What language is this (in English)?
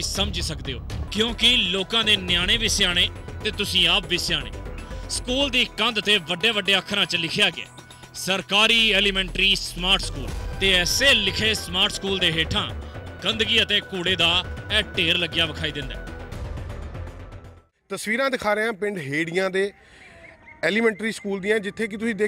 Punjabi